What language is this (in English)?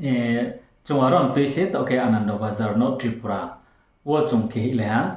Riang (India)